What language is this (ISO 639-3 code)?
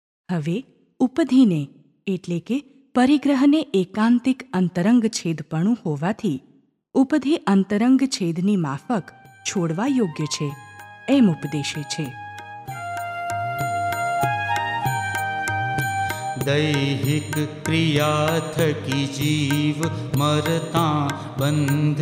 guj